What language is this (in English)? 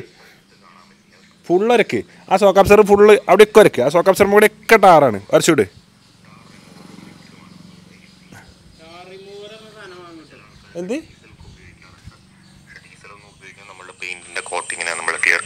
Malayalam